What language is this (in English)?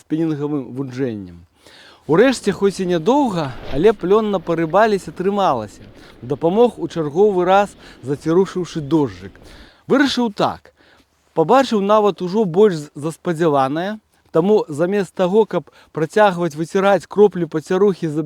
Belarusian